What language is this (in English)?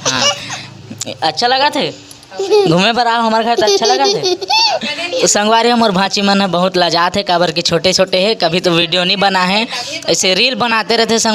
Chhattisgarhi